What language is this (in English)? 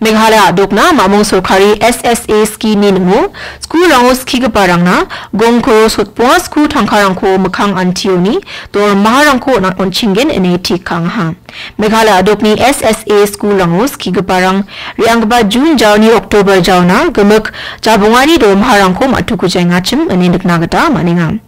Garo